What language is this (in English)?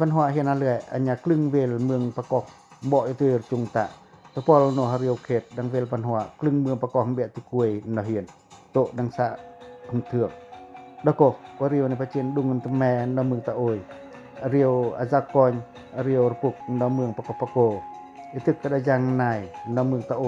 Pacoh